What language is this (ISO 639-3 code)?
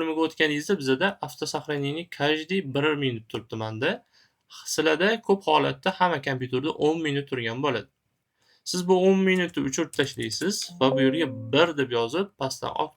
uzb